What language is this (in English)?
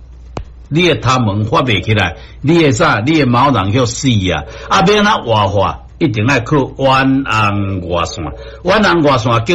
Min Nan Chinese